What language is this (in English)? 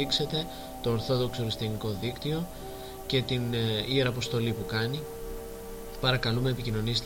Greek